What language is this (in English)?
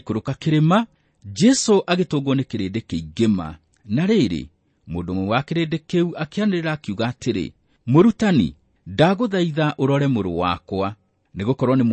Kikuyu